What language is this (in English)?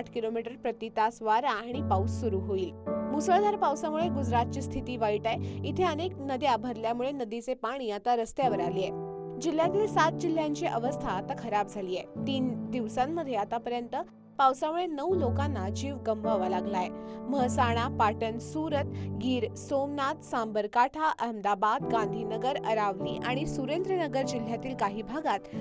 Marathi